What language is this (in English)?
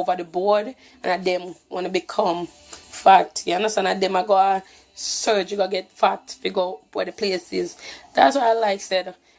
Jamaican Creole English